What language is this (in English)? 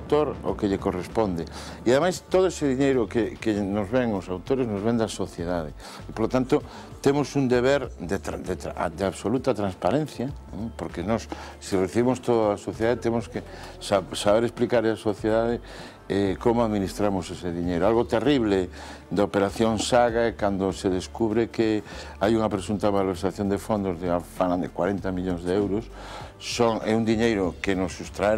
Galician